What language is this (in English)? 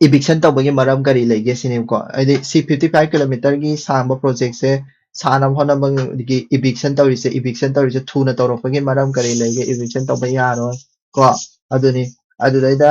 Manipuri